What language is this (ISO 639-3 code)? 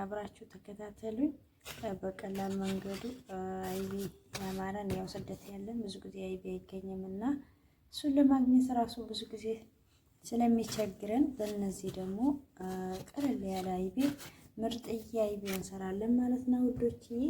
amh